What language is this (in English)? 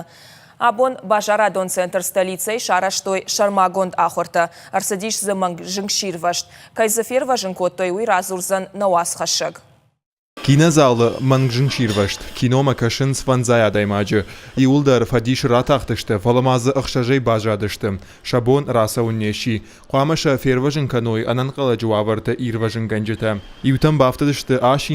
Ossetic